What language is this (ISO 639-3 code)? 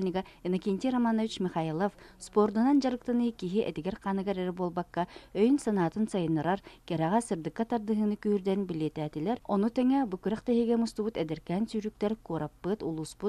sah